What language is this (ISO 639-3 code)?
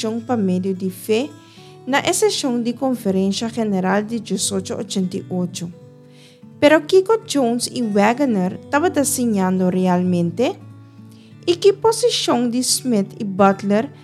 pap